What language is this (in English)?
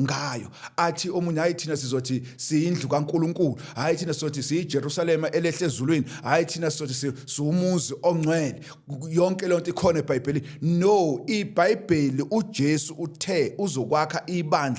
Zulu